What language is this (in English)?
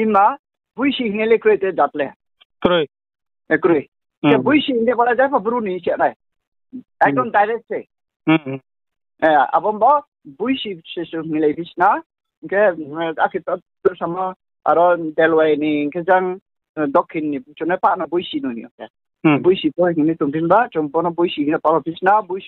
Riang (India)